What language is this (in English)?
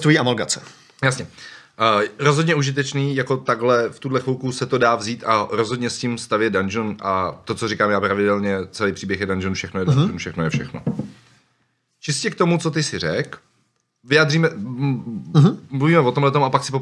Czech